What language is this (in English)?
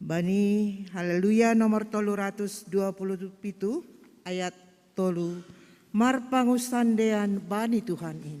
Batak Simalungun